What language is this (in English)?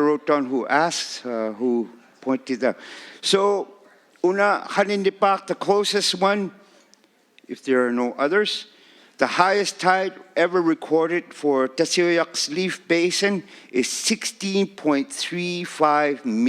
Inuktitut